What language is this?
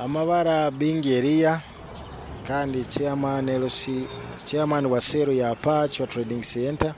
Nyoro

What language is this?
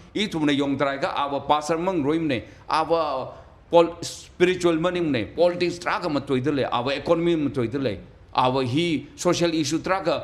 Tangkhul Naga (India)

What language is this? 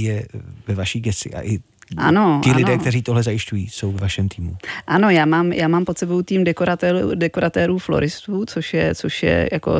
Czech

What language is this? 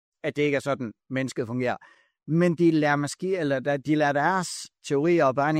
Danish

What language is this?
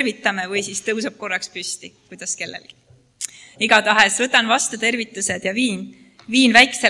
Estonian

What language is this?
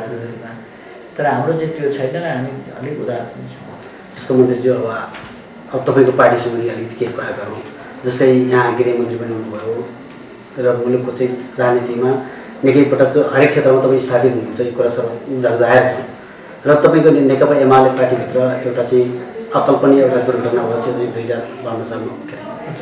Nepali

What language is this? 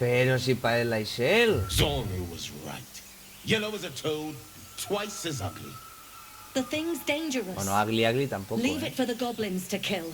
Asturian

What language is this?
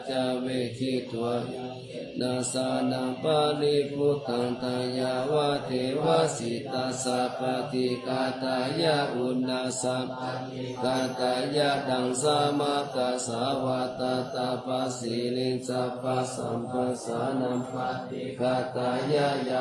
Pali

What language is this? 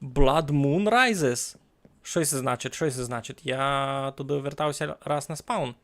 Rusyn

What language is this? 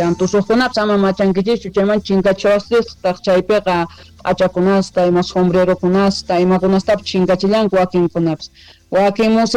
South Bolivian Quechua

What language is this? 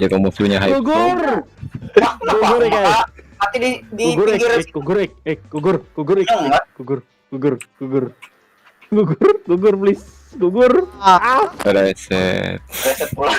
Banjar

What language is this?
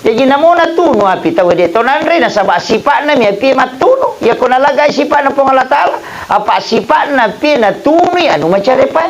Buginese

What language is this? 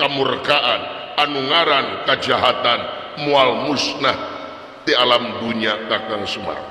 Sundanese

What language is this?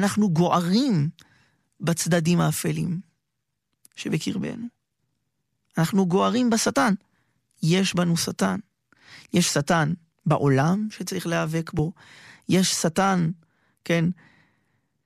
Hebrew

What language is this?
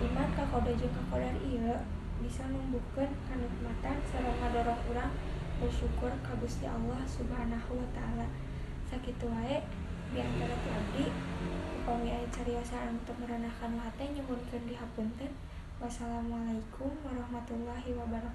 Sundanese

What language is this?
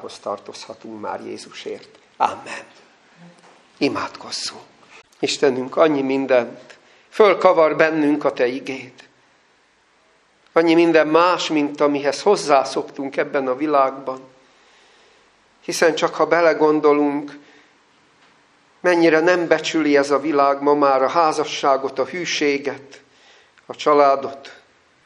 Hungarian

